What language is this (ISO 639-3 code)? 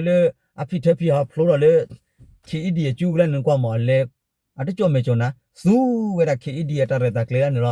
ksw